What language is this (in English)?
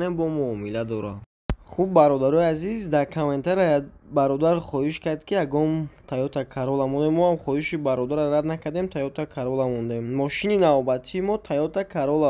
Tajik